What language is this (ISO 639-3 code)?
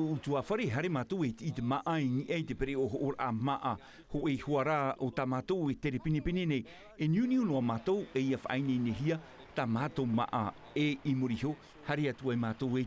tah